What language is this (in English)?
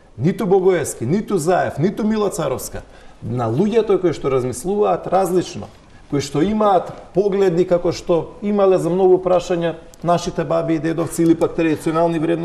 Macedonian